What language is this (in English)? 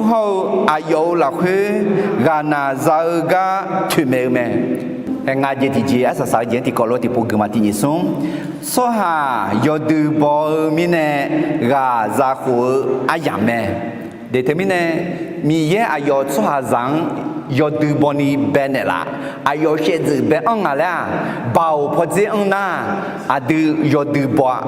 Akha